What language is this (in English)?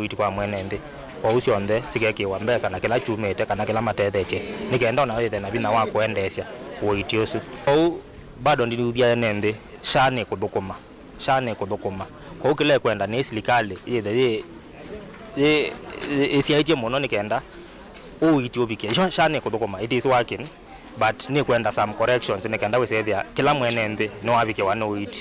Kamba